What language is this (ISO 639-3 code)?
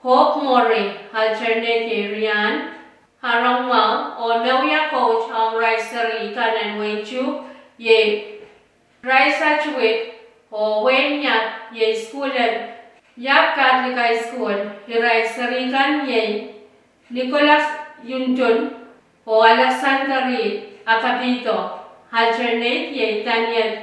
pon